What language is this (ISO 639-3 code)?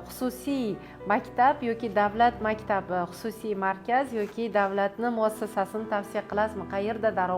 uzb